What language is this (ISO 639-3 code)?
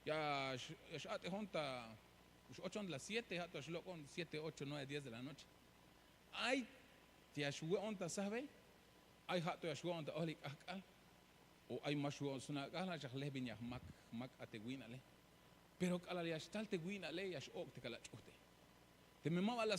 tzh